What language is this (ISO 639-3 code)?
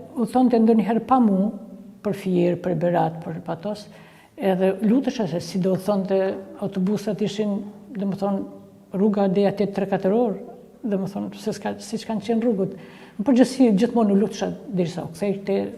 sqi